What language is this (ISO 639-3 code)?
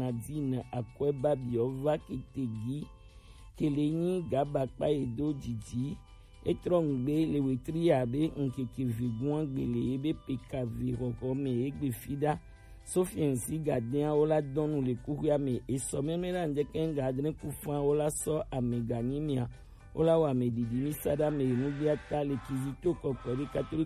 gej